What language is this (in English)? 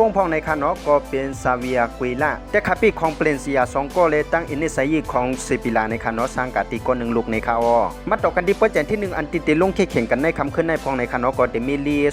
Shan